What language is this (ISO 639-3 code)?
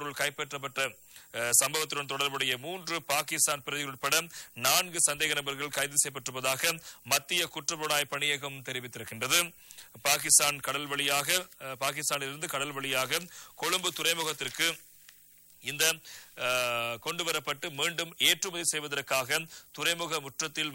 tam